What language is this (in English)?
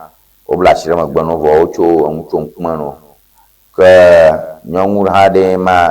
Ewe